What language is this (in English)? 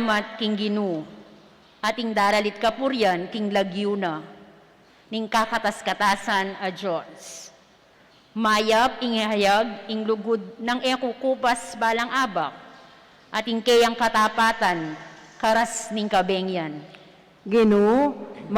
Pampanga